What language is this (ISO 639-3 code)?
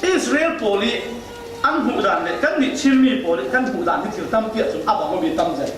cfm